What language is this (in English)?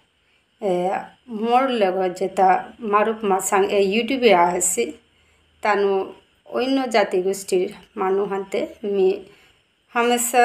Bishnupriya